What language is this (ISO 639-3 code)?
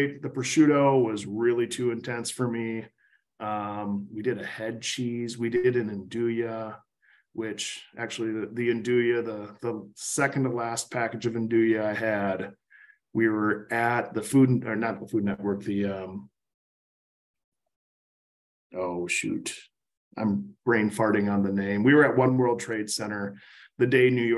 eng